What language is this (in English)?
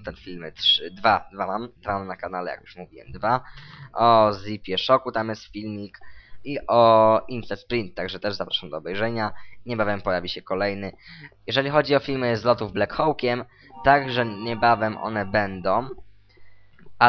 Polish